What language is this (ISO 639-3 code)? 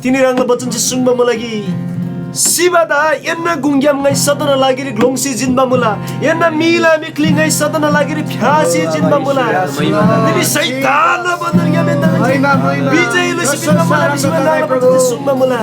taj